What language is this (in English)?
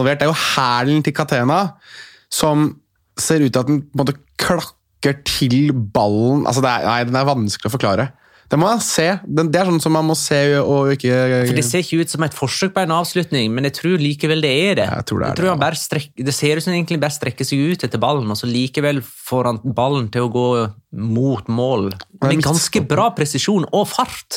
Norwegian